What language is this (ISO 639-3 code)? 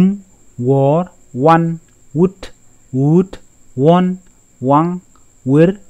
nus